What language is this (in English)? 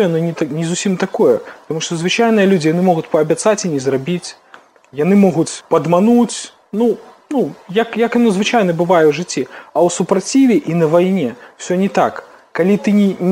Belarusian